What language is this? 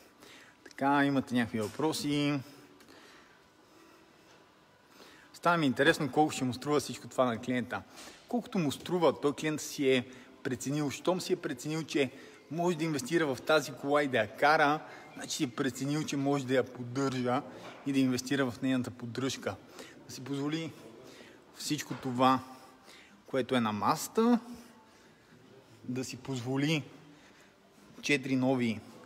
Bulgarian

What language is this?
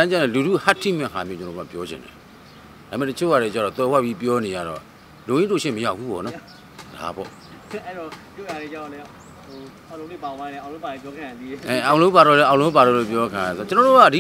Burmese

